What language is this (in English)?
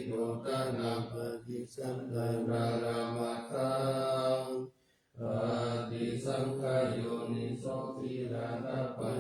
Pali